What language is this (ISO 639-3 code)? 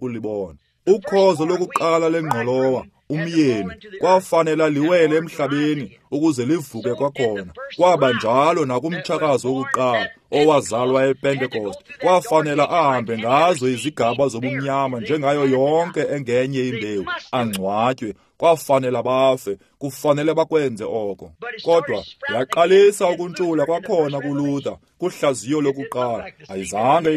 xho